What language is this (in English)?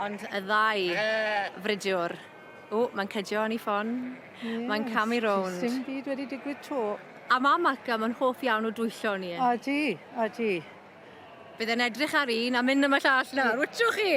Welsh